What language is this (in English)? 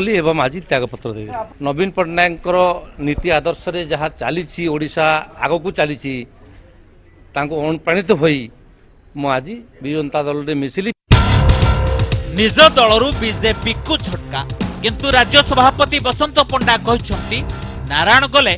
Odia